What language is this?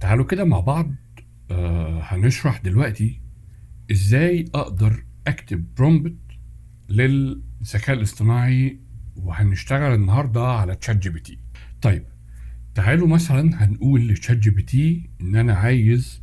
Egyptian Arabic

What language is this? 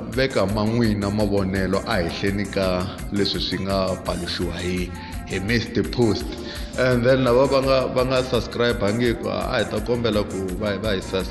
Tsonga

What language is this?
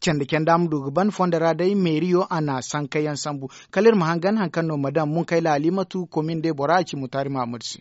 Zarma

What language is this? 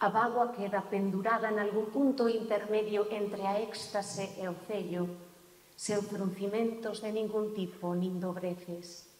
Galician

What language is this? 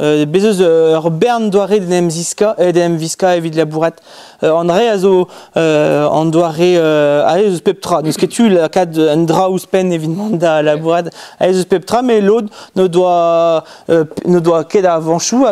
Breton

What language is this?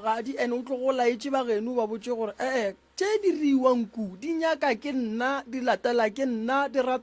Northern Sotho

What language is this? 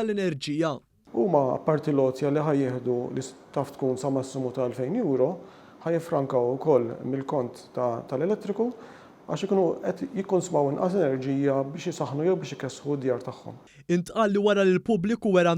Maltese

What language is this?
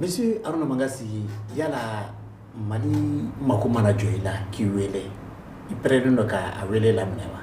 Bambara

